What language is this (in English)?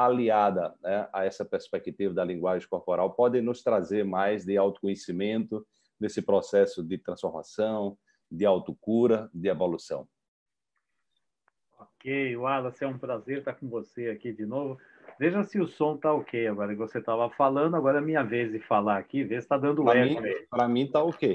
Portuguese